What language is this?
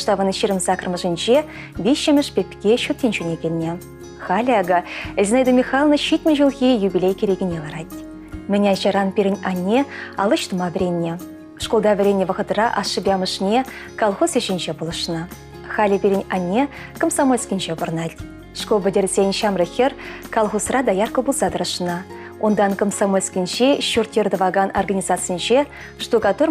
Chuvash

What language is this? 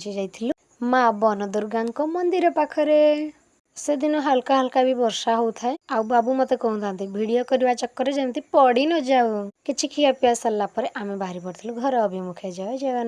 Odia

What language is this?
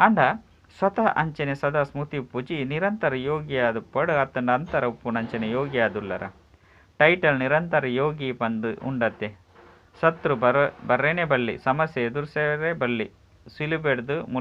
Tulu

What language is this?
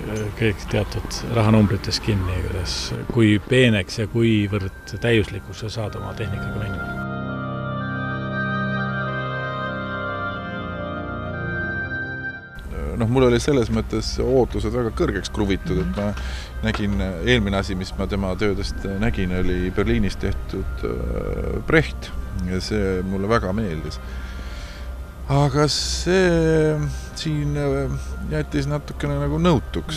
Estonian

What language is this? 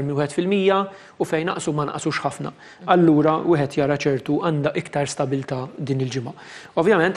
Maltese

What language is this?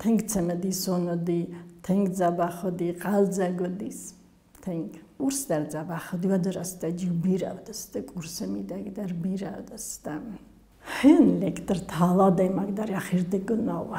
Ossetic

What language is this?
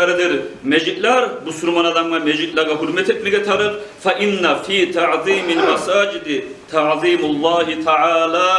Kumyk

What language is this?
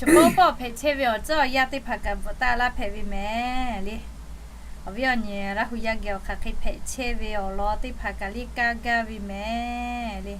Lahu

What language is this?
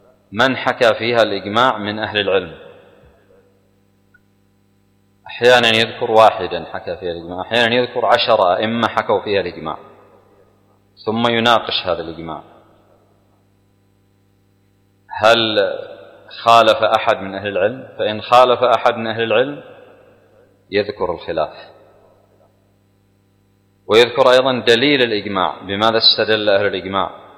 Arabic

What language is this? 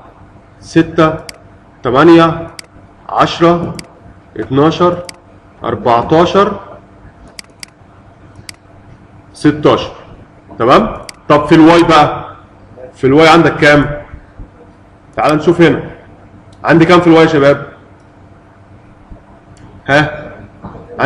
Egyptian Arabic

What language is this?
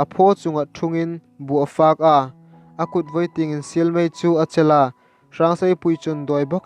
Hmar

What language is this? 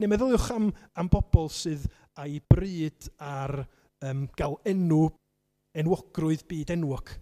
Welsh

